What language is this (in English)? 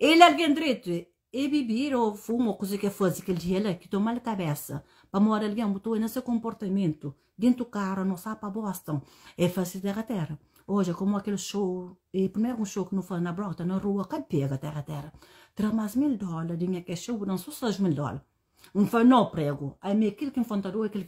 Kabuverdianu